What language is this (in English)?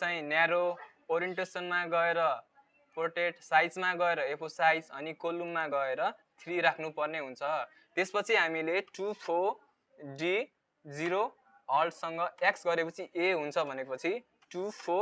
Nepali